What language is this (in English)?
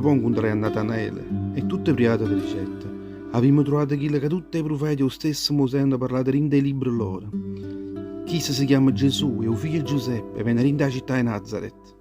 Neapolitan